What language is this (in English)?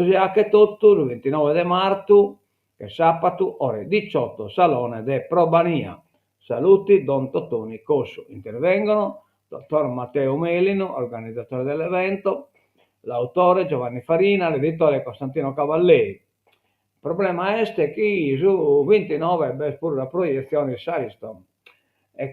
Sardinian